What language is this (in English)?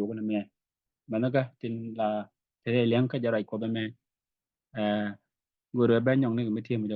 Nuer